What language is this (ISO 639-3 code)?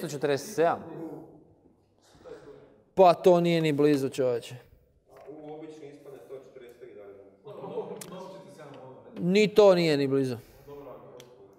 hrv